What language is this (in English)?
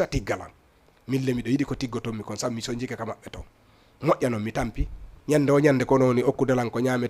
Fula